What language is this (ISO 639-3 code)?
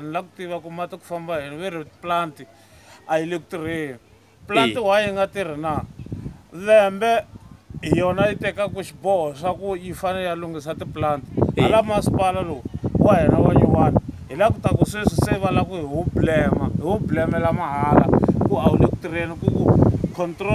tso